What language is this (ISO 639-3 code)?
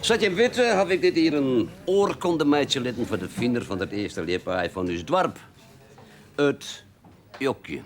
fry